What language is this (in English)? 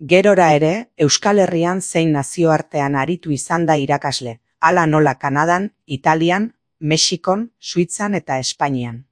Basque